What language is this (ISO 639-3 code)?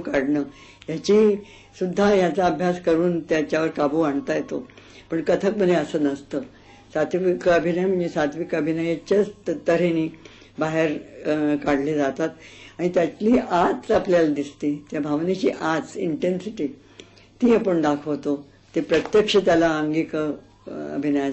mar